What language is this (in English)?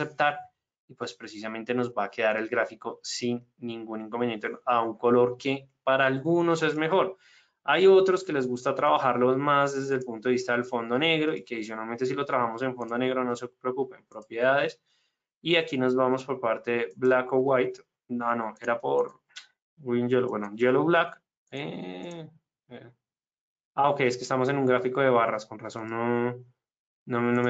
Spanish